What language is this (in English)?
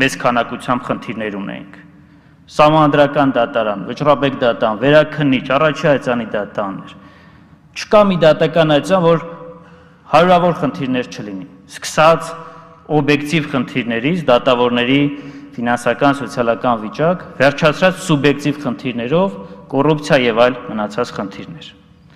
Armenian